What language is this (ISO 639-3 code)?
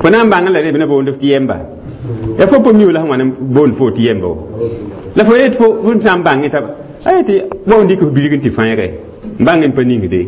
mos